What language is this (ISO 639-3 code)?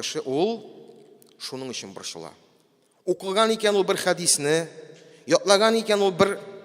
tat